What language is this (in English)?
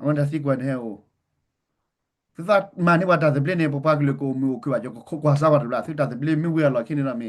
S'gaw Karen